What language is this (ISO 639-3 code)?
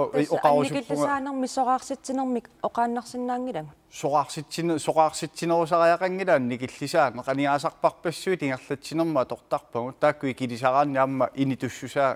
kal